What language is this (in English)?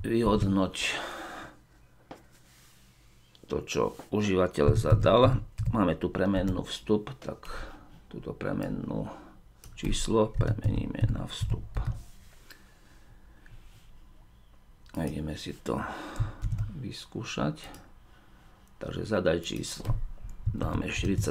Slovak